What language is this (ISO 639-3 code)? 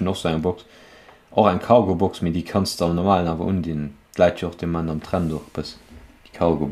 ltz